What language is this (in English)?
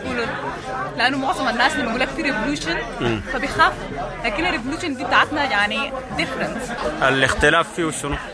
Sudanese Arabic